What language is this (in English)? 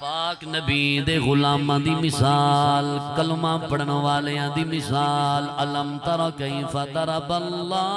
Saraiki